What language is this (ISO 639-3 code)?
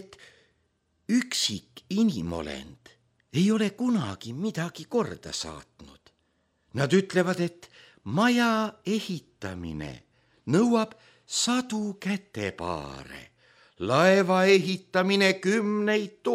est